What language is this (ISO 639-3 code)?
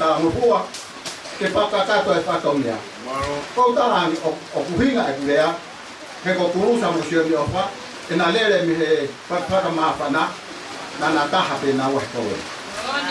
ton